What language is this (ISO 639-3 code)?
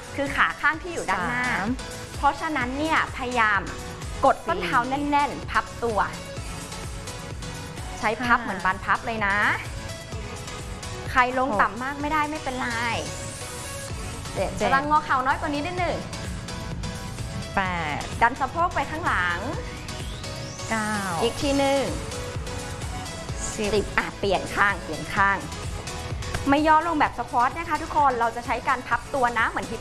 tha